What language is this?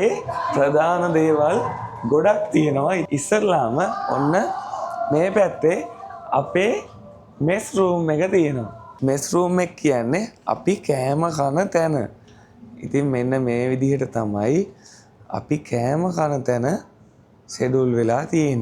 Sinhala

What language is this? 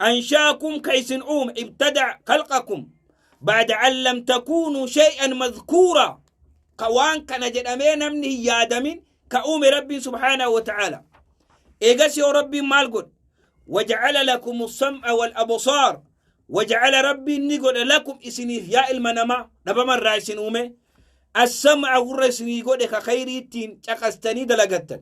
Oromo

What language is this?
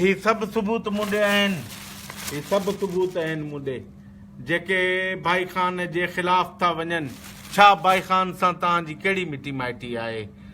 Sindhi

